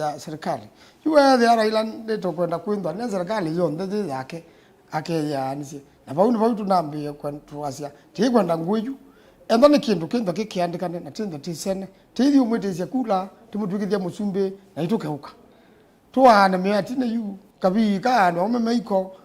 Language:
Kamba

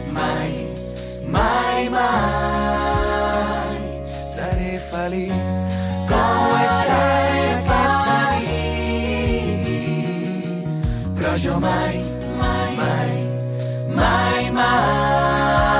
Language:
Catalan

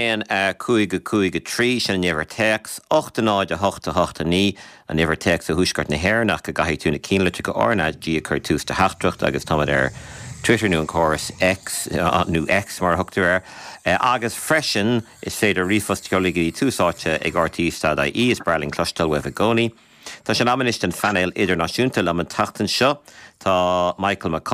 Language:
Irish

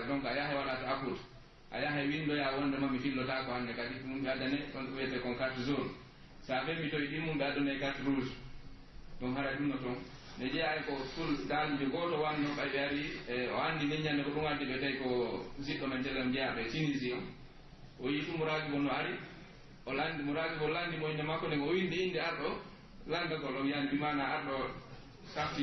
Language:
Pular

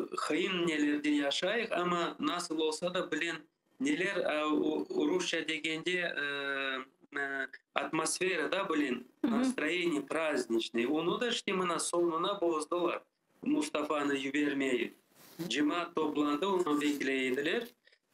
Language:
Crimean Tatar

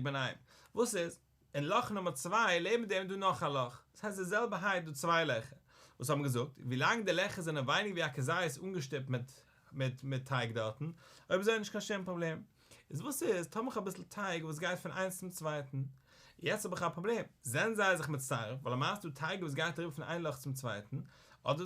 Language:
Yiddish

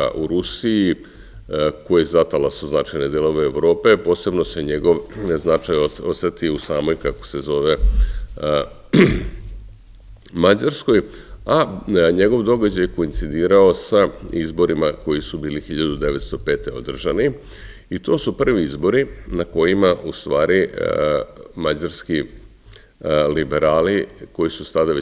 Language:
Serbian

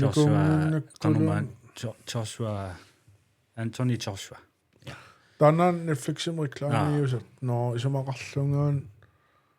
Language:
Kalaallisut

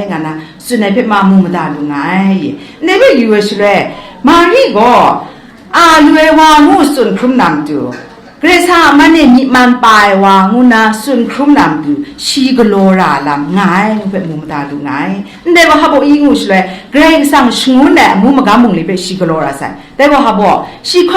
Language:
Kachin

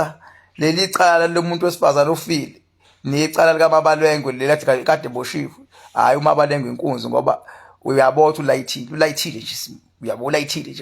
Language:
Zulu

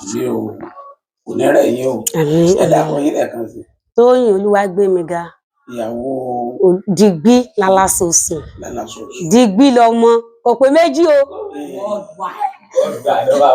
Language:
Yoruba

